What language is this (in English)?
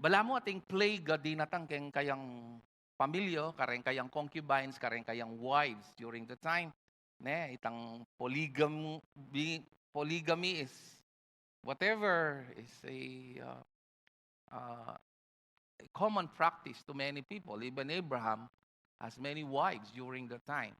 Pampanga